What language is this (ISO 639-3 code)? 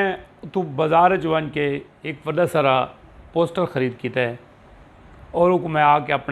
skr